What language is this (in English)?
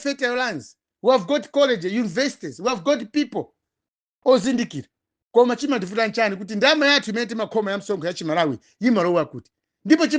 Nyanja